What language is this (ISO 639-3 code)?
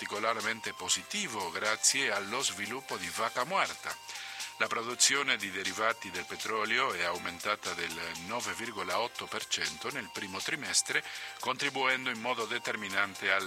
ita